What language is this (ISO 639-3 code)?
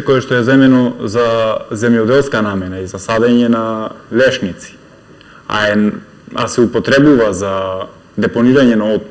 mkd